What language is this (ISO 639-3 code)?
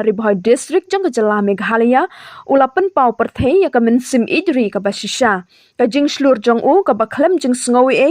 kha